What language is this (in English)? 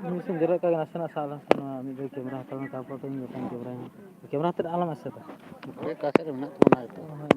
Santali